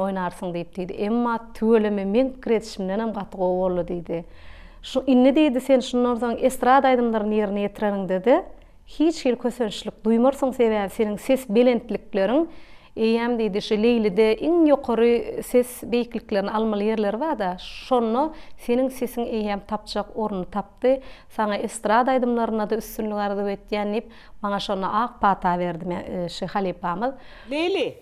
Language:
Turkmen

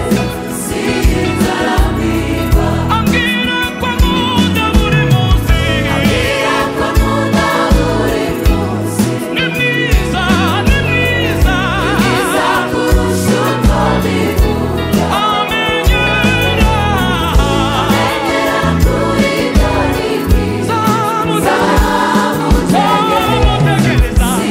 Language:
Kinyarwanda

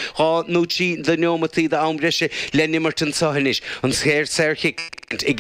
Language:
Irish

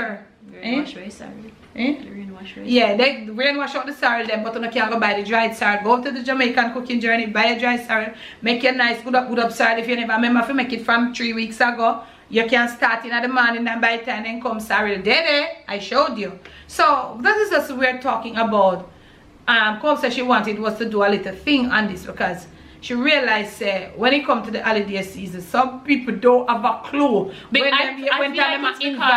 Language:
Jamaican Creole English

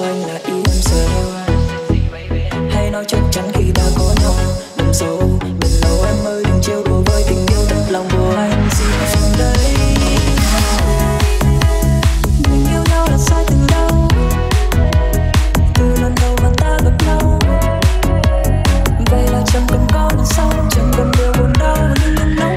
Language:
Vietnamese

